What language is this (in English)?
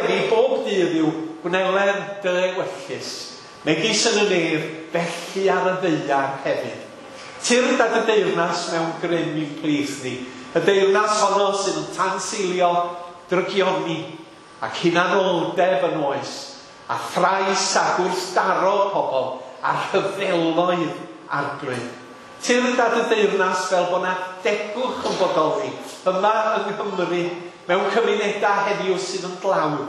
Welsh